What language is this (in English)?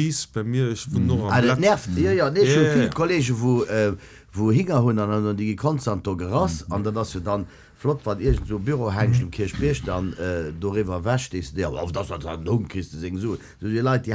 Luxembourgish